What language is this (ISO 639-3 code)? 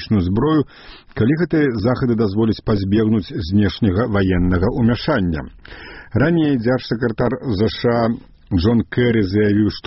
bel